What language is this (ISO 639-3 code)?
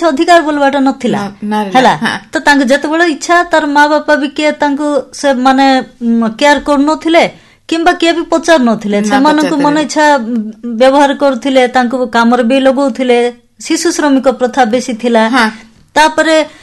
ori